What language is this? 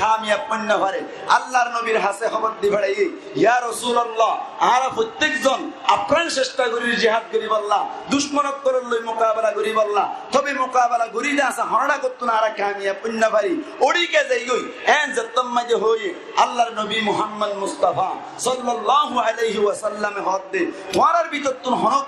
Rohingya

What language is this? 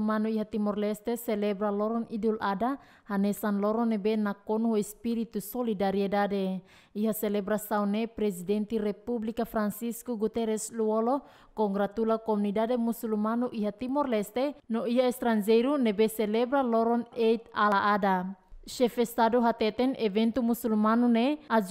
Tetum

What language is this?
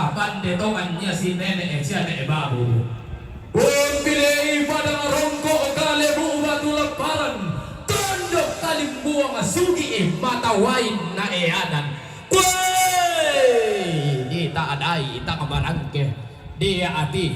Toraja-Sa'dan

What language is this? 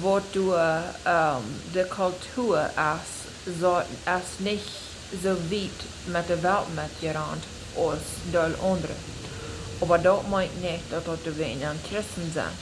Plautdietsch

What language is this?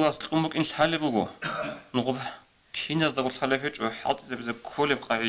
Avaric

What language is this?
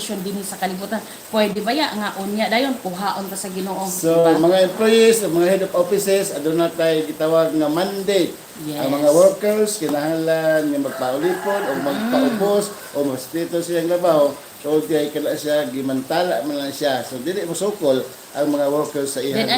Cebuano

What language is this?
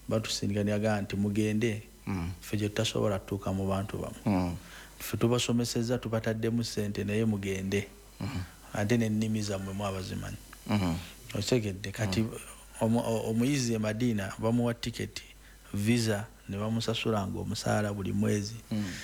Ganda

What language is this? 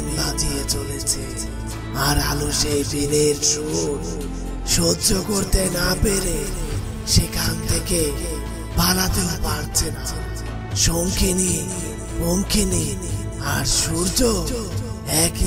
Bangla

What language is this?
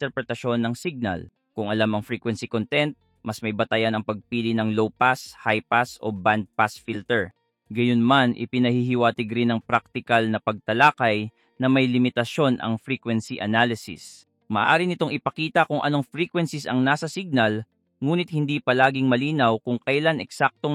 Filipino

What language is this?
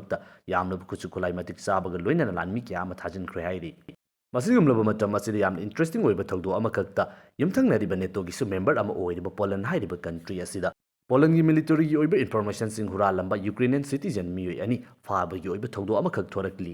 Manipuri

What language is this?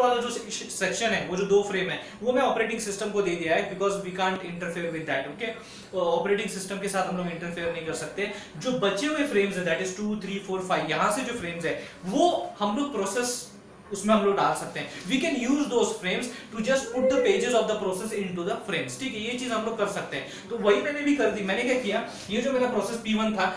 Hindi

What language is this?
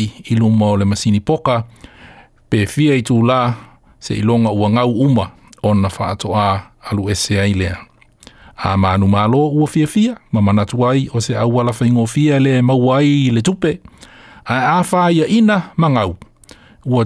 Samoan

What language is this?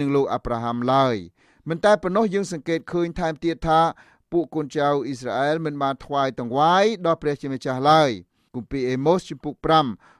Khmer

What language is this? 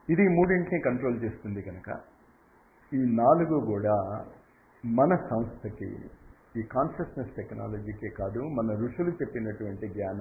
Telugu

